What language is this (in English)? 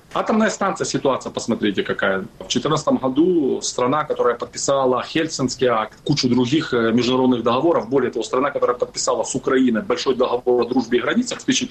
Russian